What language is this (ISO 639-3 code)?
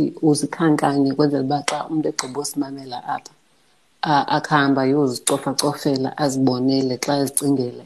xho